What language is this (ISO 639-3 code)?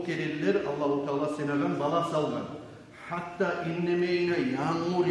kum